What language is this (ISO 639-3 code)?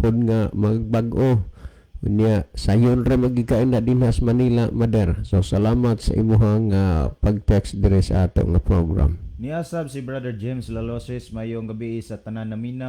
ceb